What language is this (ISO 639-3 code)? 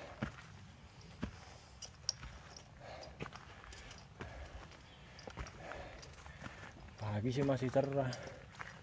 ind